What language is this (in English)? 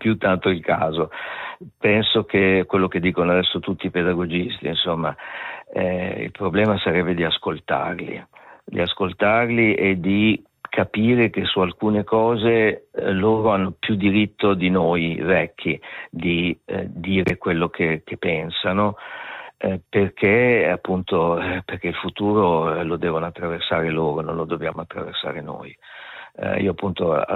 Italian